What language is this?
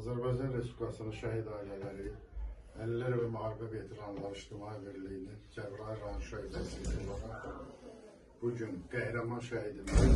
Azerbaijani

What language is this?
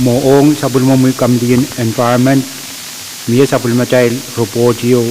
Pohnpeian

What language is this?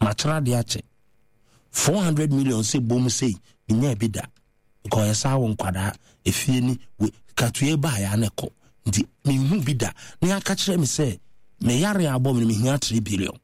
Akan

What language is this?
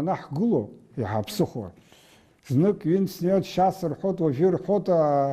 Abkhazian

